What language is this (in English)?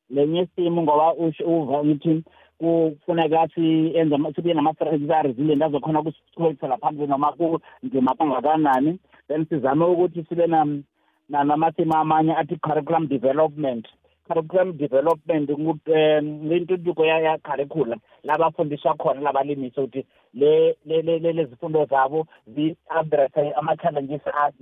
South Ndebele